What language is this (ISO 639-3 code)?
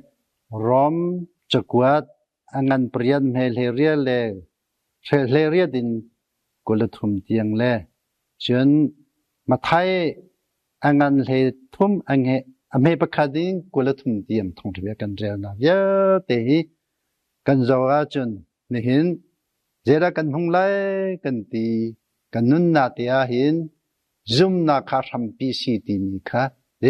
cnh